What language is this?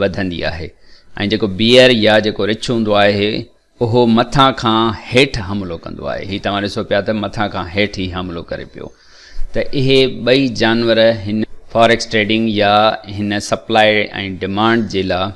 Sindhi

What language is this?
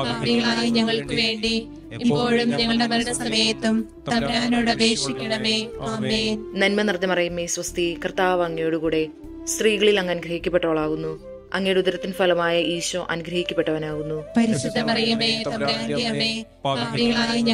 Malayalam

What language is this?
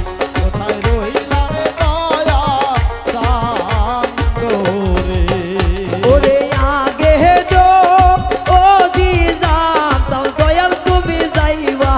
Bangla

